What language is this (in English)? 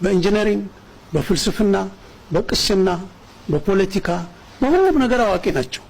Amharic